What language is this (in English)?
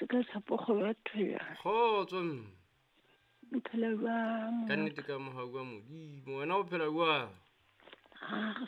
Southern Sotho